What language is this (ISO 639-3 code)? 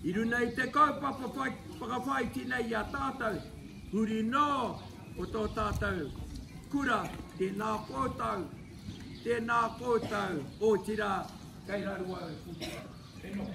mri